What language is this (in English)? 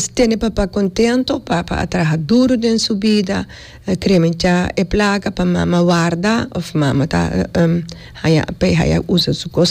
Papiamento